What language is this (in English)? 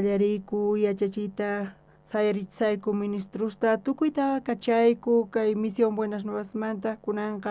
South Bolivian Quechua